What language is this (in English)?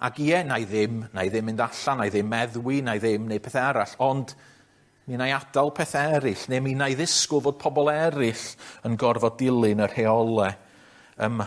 Welsh